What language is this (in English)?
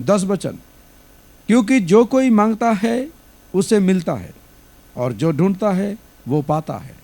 Santali